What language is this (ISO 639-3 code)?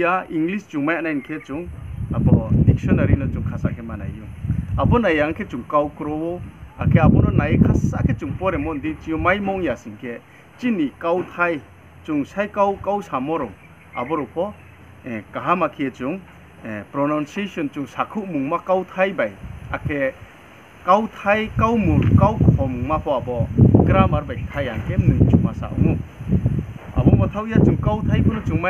ria